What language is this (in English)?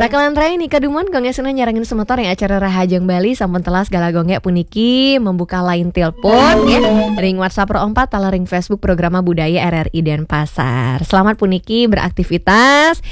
Balinese